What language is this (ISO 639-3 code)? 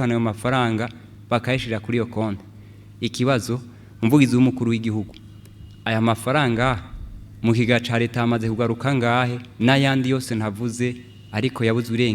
run